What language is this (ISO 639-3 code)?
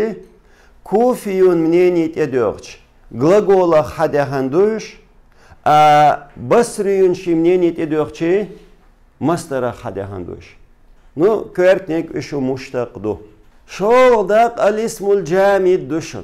che